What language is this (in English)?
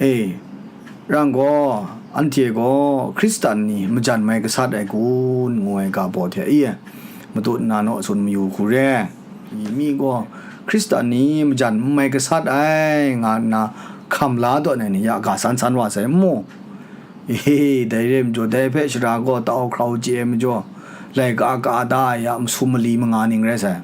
Kachin